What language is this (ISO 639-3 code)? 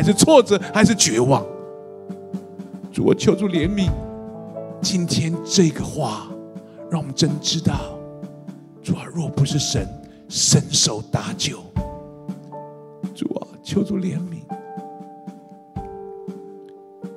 zho